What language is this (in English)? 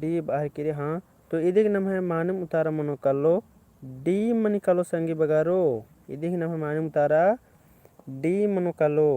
Kurukh